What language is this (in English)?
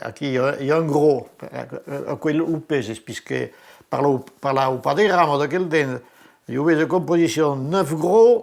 Occitan